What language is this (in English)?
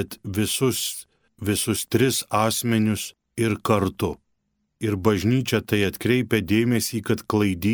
Lithuanian